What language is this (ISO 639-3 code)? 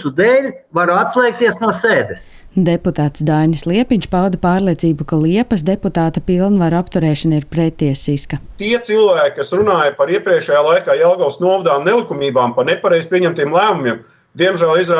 lav